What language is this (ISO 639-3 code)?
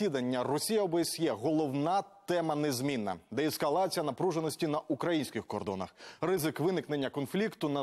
ukr